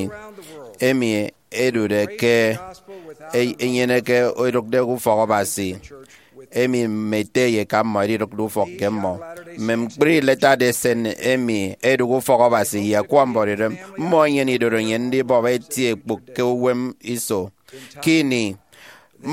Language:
Efik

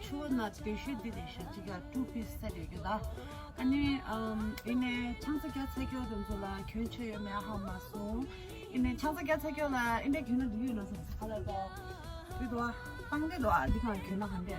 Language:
Tibetan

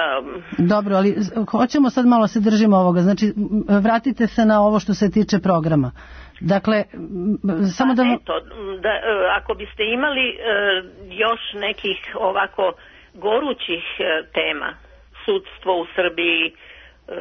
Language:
Serbian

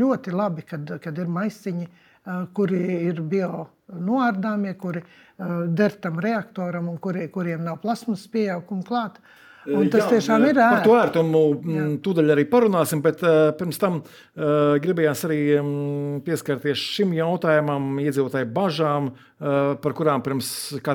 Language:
Latvian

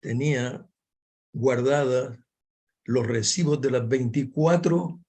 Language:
Ladino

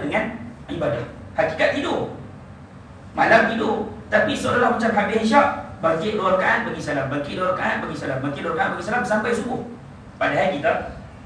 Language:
Malay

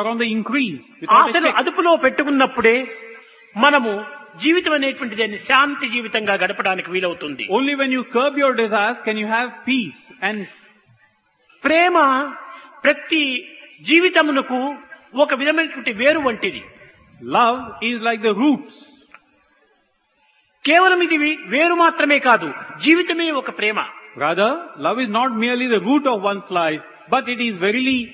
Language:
Telugu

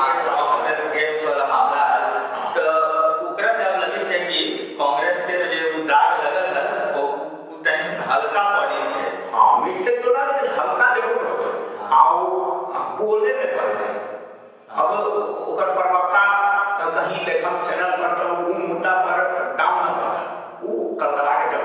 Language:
Magahi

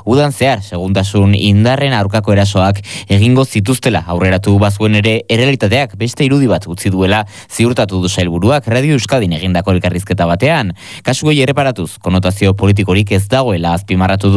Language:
Basque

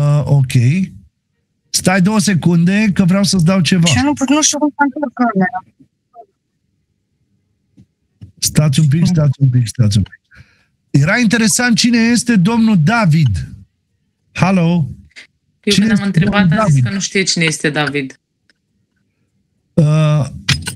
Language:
Romanian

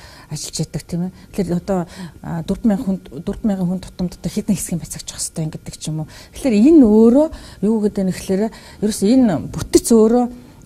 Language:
Mongolian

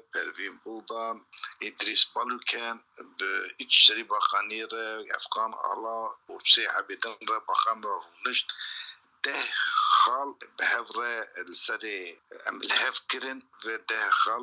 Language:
Kurdish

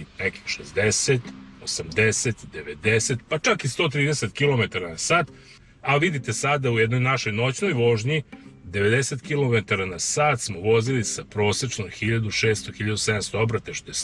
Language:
Serbian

